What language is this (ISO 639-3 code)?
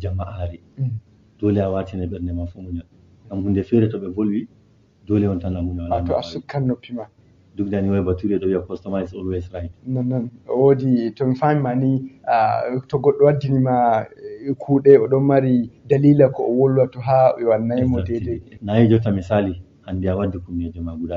ful